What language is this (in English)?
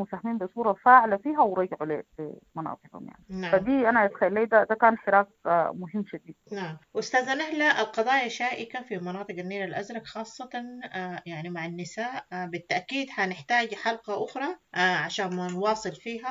Sudanese Arabic